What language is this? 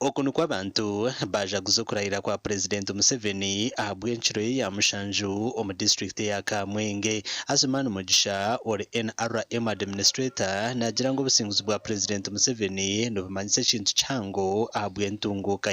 Nyankole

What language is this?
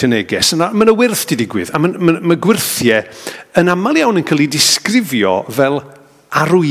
Welsh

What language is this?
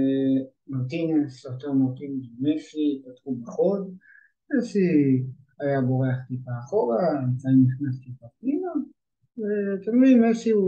Hebrew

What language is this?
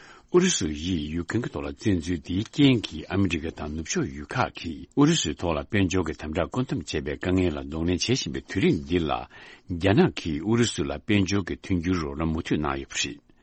Tibetan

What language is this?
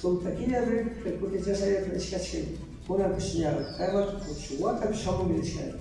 Cañar Highland Quichua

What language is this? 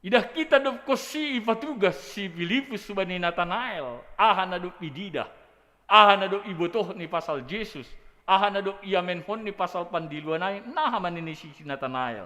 Batak Simalungun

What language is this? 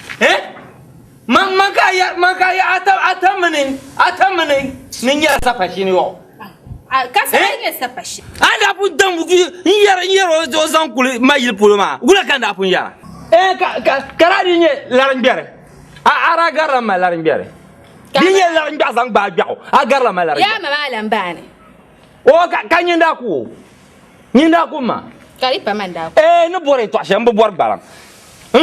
Dagbani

